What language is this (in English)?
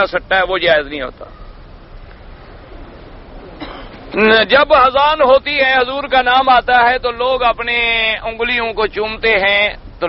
Urdu